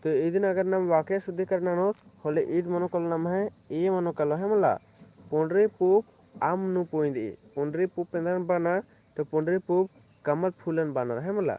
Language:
Kurukh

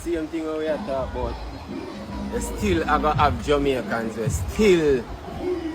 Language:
Jamaican Creole English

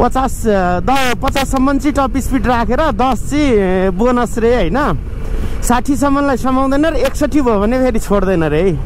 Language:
Nepali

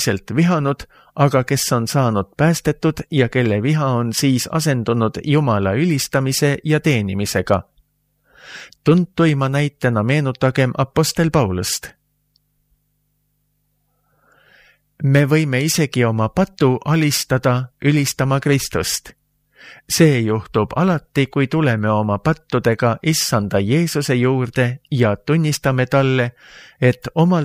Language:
Estonian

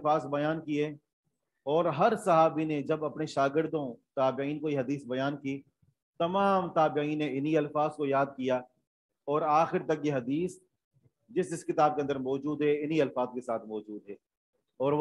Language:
Urdu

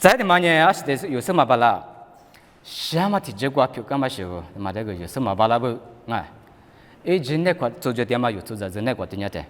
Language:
Lisu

